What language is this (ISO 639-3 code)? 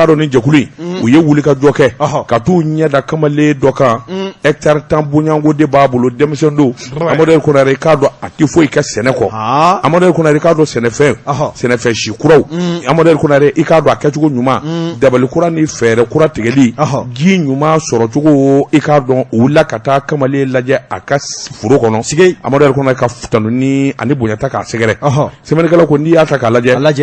bam